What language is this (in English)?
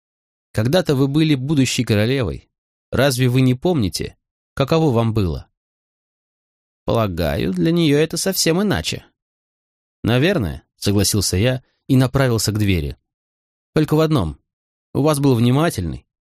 Russian